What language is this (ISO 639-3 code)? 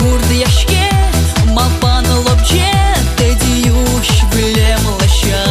udm